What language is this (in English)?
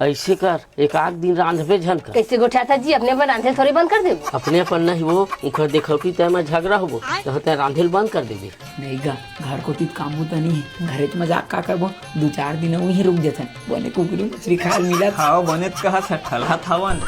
Chhattisgarhi